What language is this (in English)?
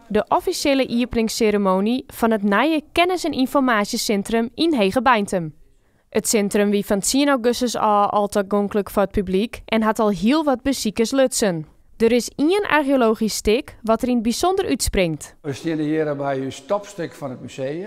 Western Frisian